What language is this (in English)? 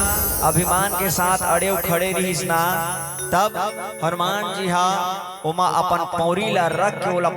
Chhattisgarhi